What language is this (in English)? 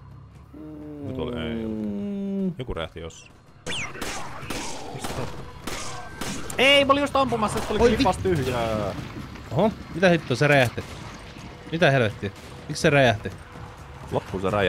Finnish